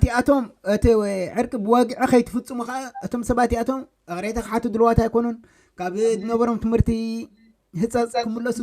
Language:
Tigrinya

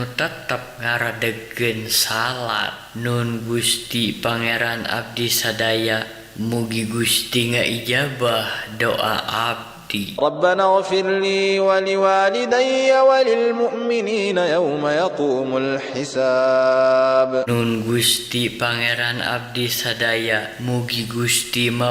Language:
Sundanese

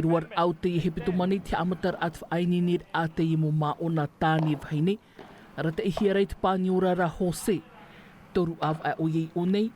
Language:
Tahitian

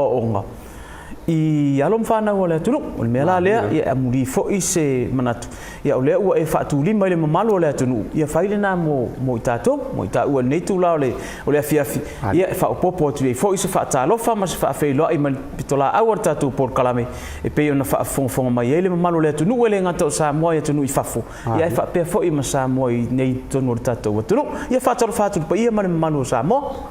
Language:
Samoan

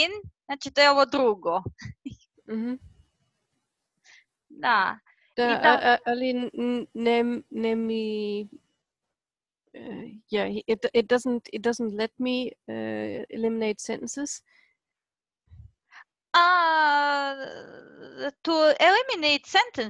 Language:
Croatian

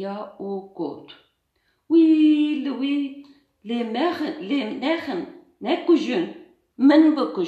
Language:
Kurdish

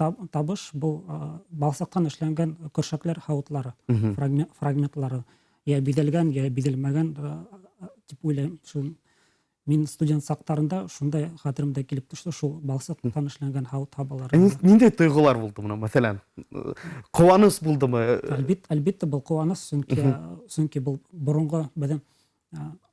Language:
Bashkir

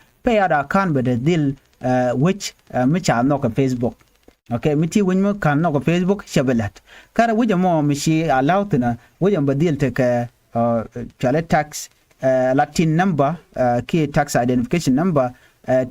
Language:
Nuer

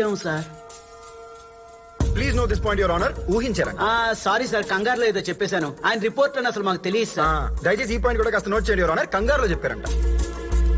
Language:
Telugu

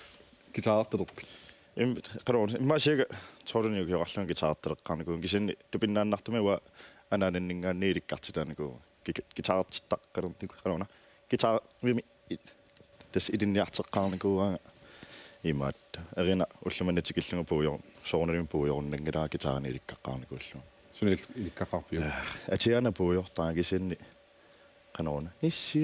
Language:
Kalaallisut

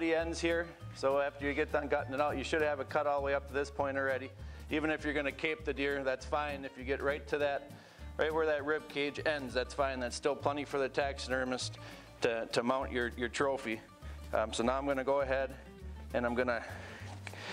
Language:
English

